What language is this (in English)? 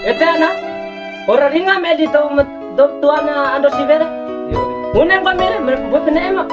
Bima